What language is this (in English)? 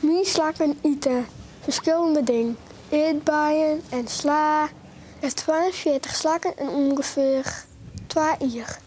Western Frisian